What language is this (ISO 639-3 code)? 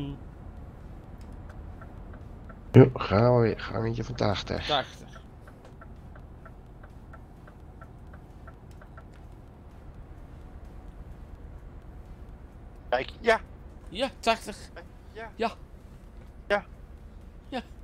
nld